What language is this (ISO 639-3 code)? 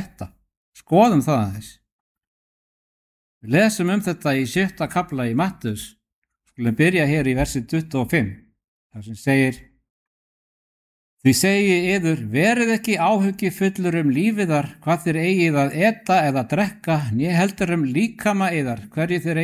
isl